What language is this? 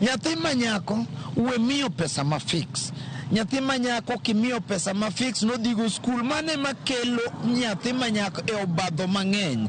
Luo (Kenya and Tanzania)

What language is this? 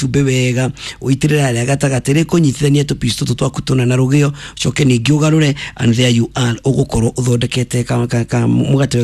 Kikuyu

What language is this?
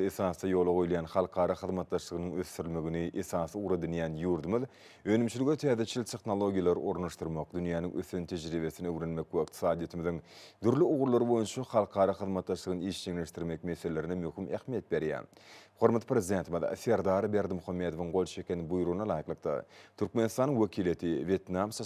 Turkmen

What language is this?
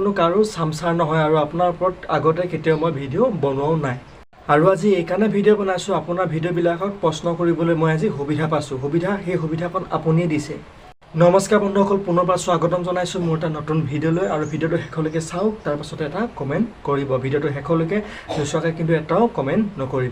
Assamese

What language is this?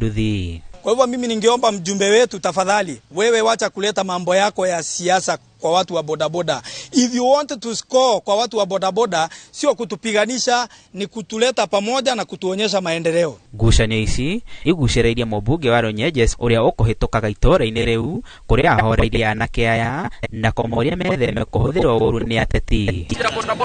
Kikuyu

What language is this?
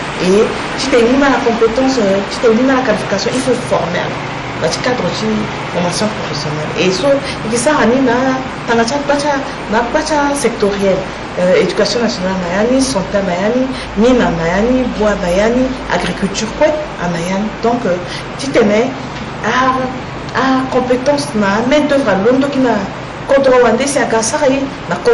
Sango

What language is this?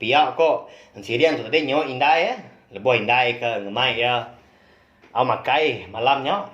Iban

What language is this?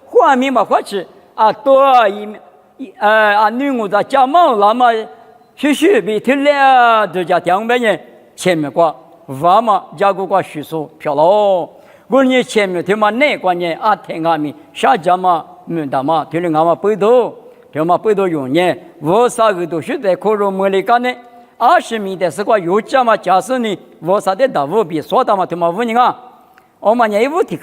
Lisu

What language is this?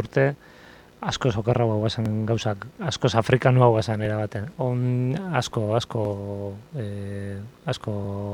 Basque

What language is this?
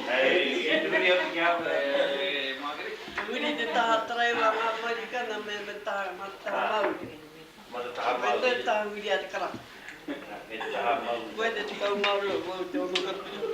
Māori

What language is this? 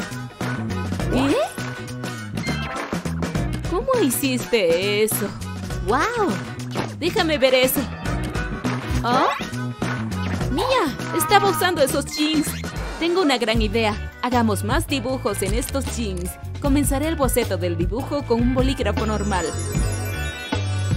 Spanish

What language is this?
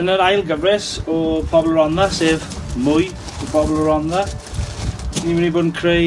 Welsh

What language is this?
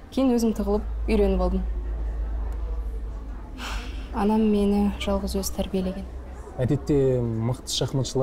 Kazakh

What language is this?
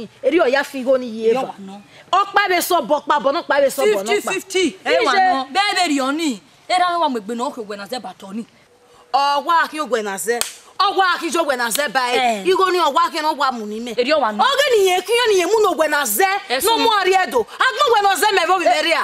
Bini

